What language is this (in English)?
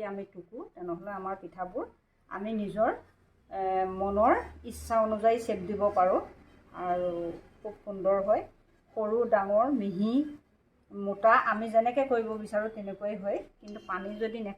Assamese